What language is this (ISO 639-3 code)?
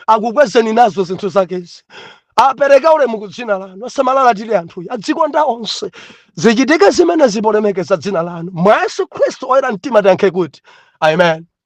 nya